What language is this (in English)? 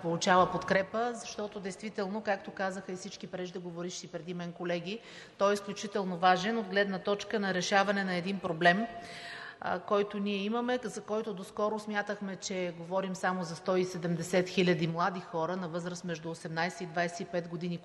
Bulgarian